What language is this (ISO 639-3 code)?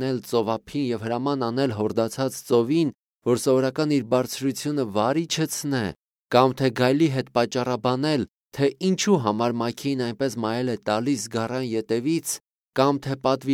hye